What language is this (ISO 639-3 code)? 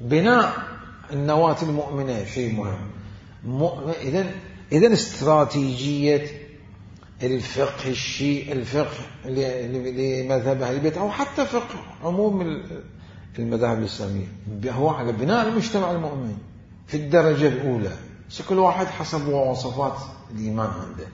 acm